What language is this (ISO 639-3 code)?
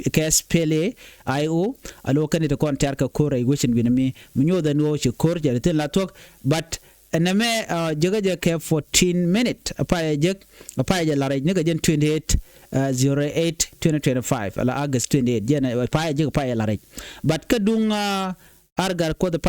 nus